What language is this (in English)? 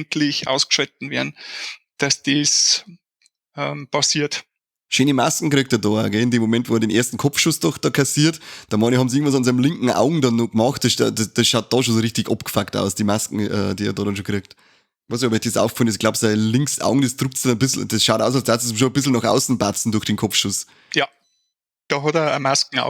Bavarian